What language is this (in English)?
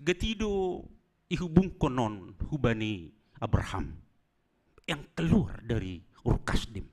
Batak Simalungun